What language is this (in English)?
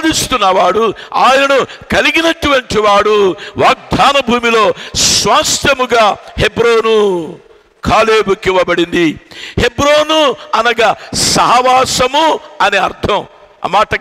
Telugu